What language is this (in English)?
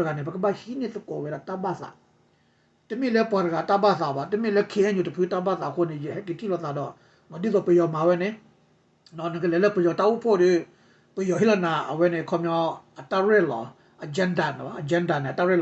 S'gaw Karen